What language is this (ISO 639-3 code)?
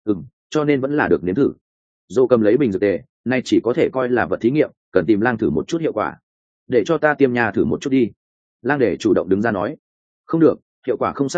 vie